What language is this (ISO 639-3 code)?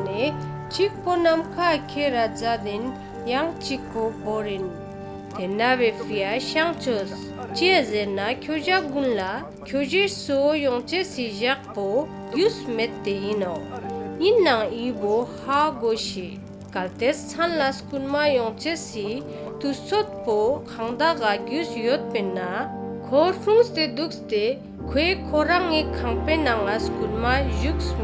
lbj